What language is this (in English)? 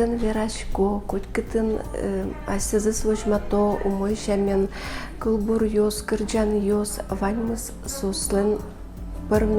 Udmurt